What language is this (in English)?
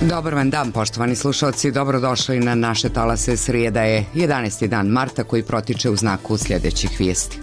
Croatian